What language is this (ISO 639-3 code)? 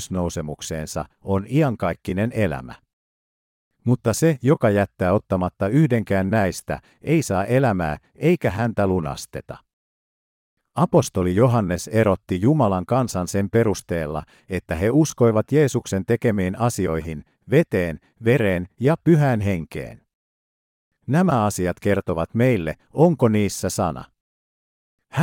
fin